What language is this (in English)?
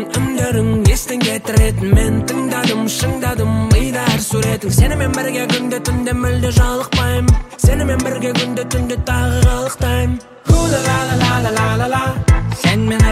Kazakh